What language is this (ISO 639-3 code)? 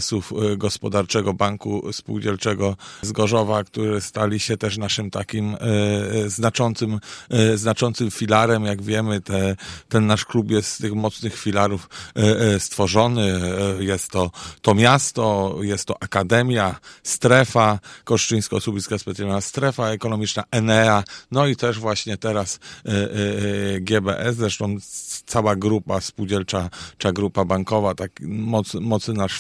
pol